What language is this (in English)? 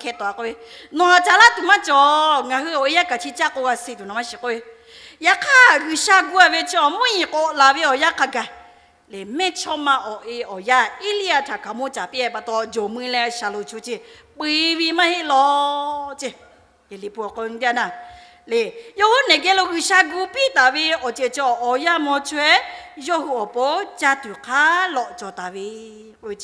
Lahu